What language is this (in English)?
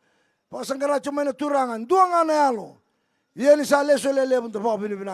Fijian